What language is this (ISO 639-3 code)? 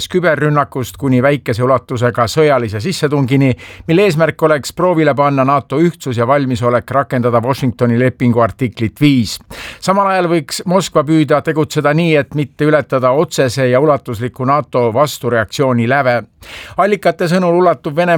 est